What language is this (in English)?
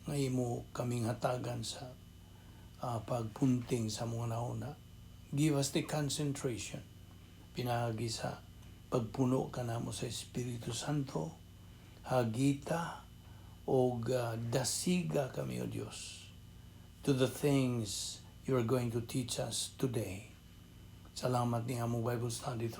Cebuano